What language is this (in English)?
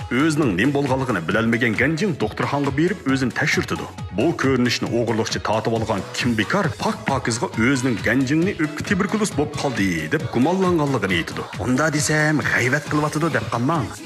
Uyghur